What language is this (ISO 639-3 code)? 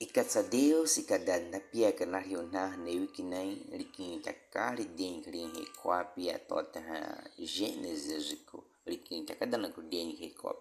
bwi